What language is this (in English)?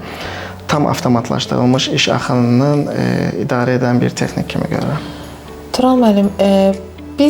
Azerbaijani